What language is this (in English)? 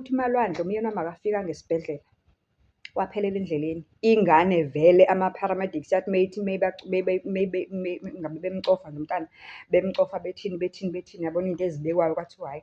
Zulu